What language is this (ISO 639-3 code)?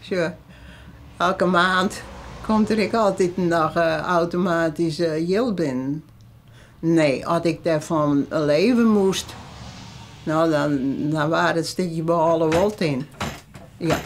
fry